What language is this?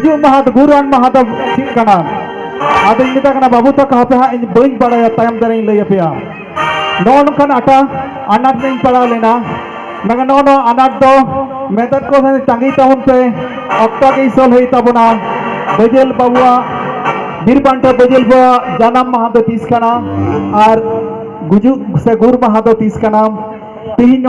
Santali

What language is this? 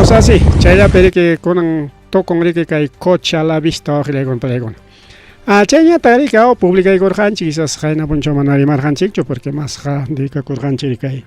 Ayacucho Quechua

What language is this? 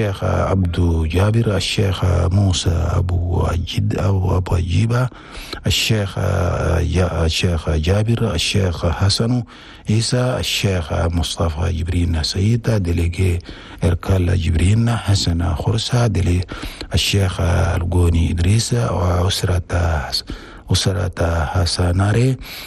Chadian Arabic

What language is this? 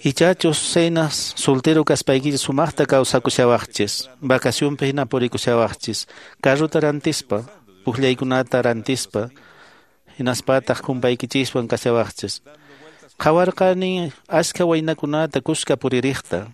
Quechua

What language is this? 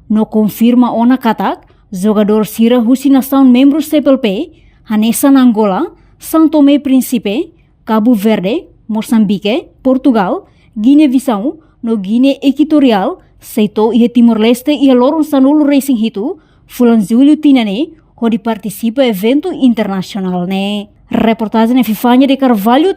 Tetum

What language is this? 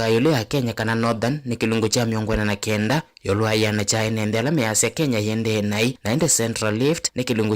Kamba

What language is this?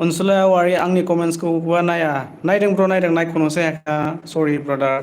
Bodo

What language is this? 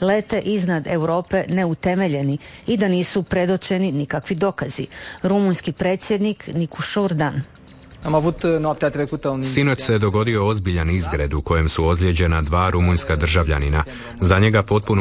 Croatian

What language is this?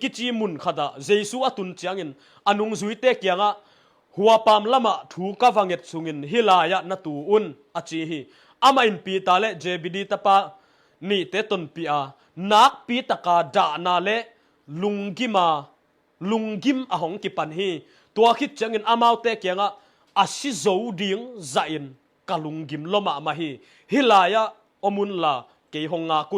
Tedim Chin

